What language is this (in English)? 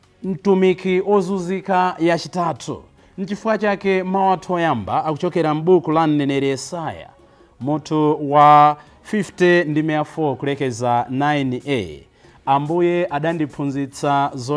Nyanja